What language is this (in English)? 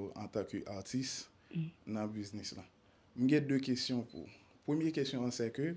Haitian Creole